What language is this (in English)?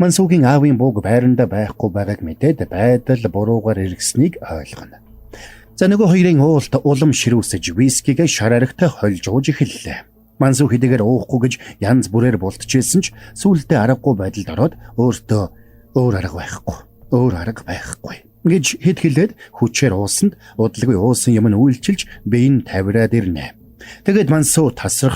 Mongolian